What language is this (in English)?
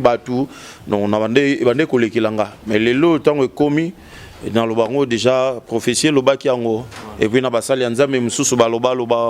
Lingala